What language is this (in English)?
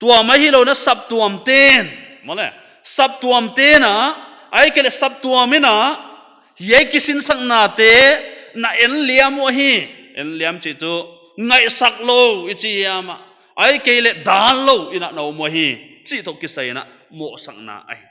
Paite Chin